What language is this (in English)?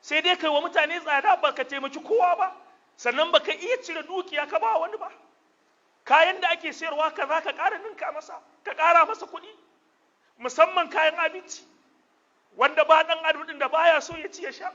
Hausa